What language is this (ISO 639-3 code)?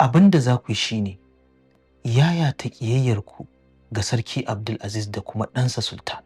hau